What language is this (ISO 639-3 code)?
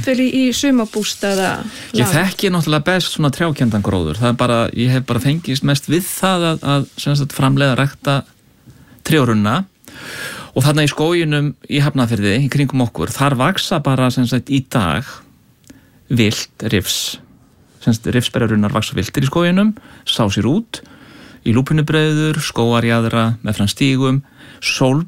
isl